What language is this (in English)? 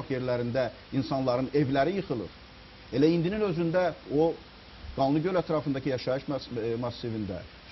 Azerbaijani